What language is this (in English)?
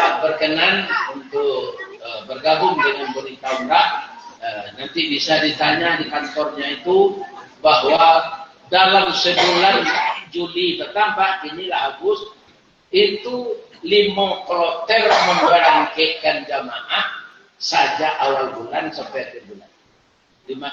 Minangkabau